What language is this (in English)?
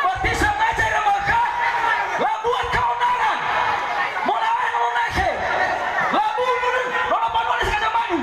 Nias